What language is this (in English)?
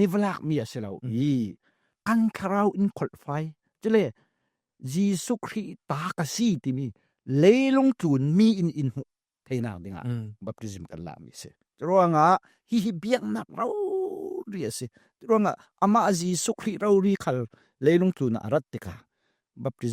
Falam Chin